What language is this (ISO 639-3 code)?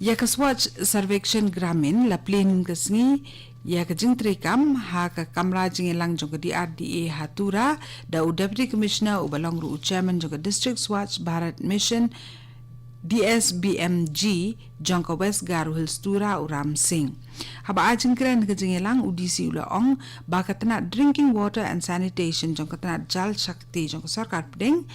kha